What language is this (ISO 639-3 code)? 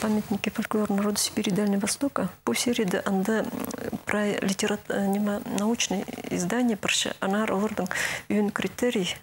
kjh